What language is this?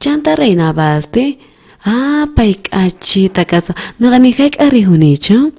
South Bolivian Quechua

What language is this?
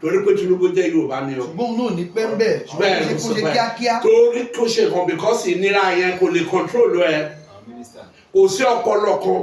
Yoruba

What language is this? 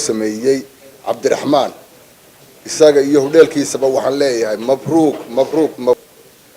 Somali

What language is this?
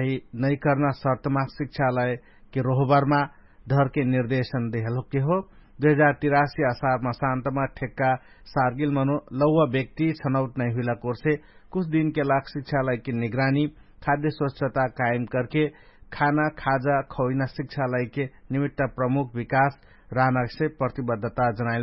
Dangaura Tharu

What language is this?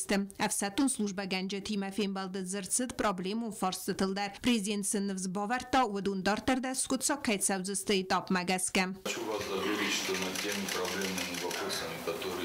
Ossetic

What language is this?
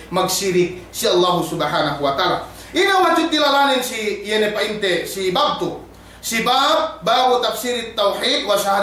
Yakan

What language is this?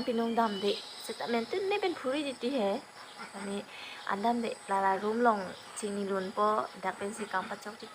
Karbi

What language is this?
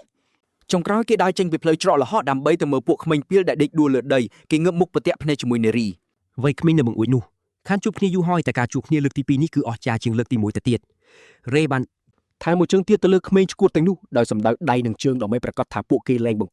Khmer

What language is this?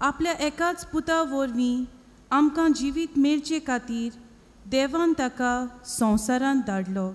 Konkani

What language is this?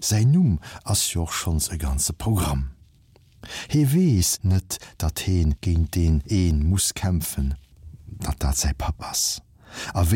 Luxembourgish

